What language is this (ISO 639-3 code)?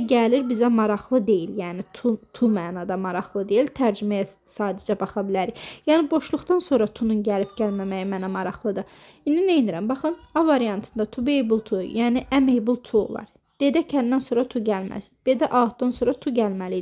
aze